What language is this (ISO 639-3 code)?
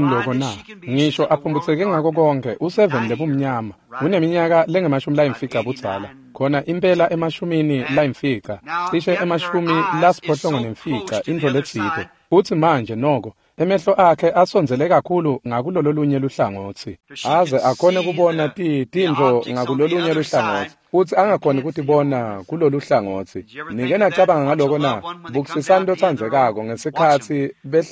ssw